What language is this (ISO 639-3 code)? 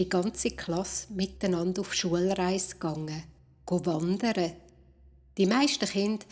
gsw